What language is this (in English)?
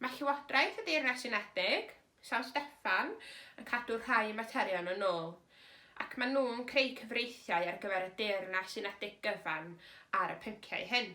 Welsh